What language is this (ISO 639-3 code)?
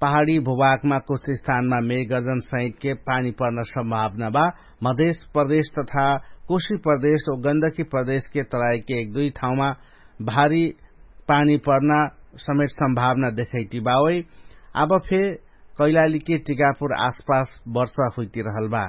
thl